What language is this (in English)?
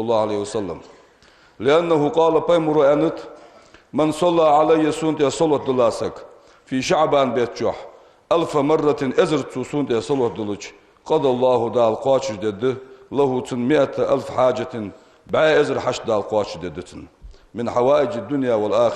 Ingush